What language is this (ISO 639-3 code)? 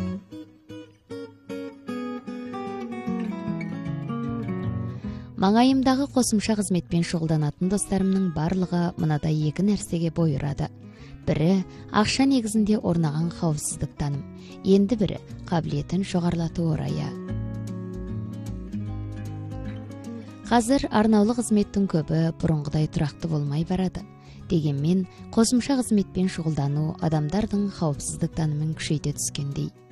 kaz